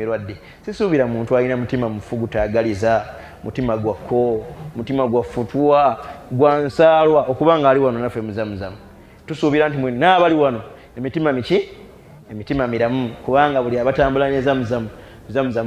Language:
Ganda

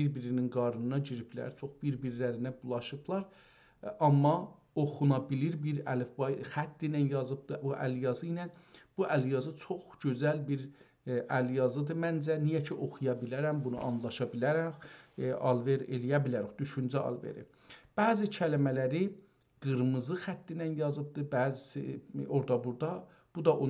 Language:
South Azerbaijani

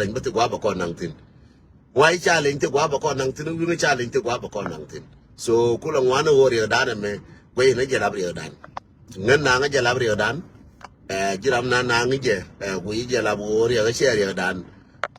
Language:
Nuer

